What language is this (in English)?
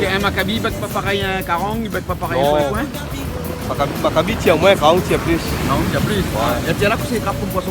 Réunion Creole French